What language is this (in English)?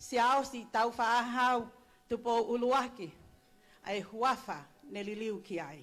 Tongan